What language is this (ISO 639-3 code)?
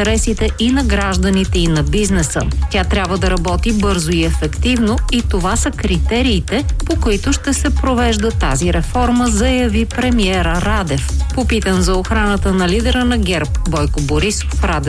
bul